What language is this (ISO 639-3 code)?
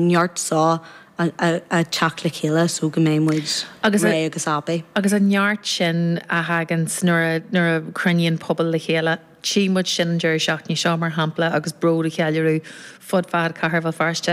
gle